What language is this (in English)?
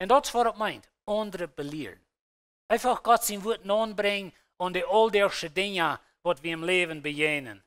Plautdietsch